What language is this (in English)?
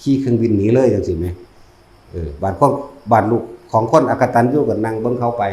Northeastern Thai